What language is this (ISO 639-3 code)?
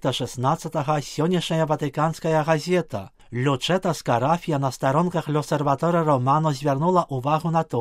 bel